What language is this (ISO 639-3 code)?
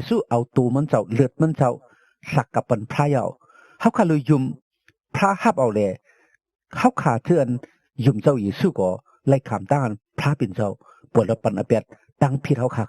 shn